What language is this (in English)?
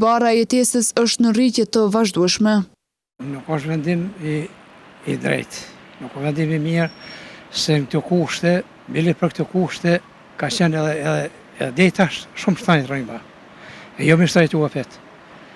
Albanian